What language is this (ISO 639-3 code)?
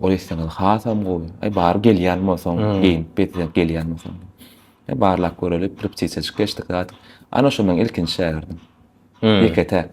tuk